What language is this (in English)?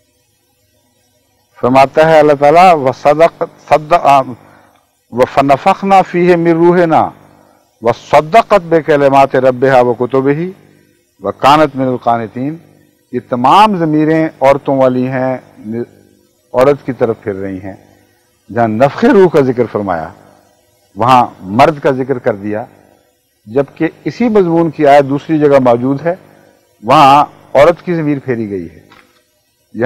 Urdu